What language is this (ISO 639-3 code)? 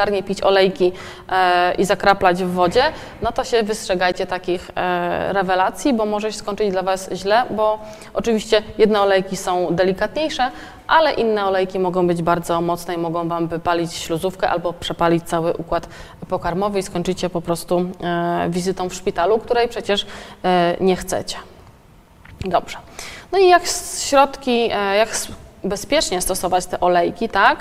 pol